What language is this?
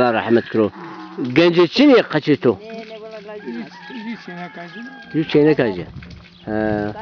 Zaza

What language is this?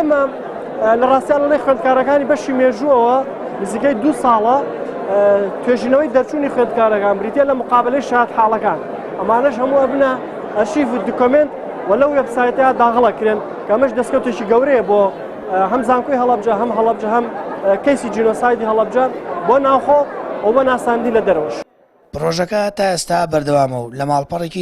Central Kurdish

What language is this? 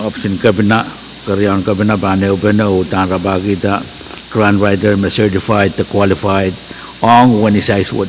Pohnpeian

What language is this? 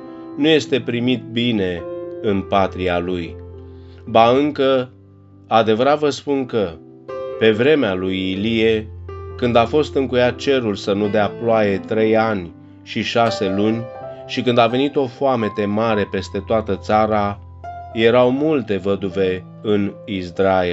Romanian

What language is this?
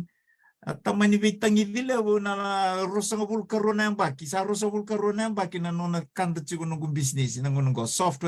Fijian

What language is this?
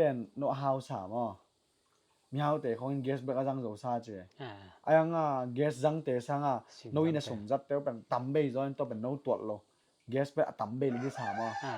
Tedim Chin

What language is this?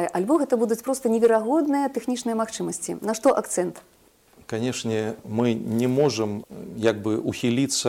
Belarusian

